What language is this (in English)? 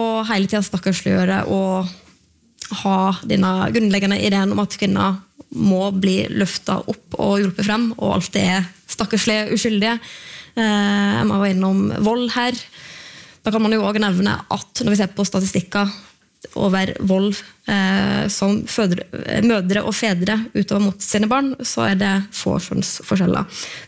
Norwegian